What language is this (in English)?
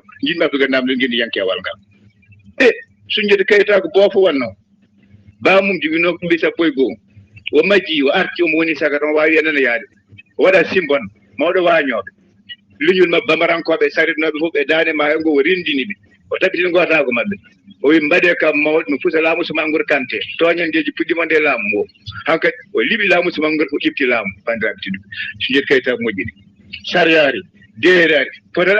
Fula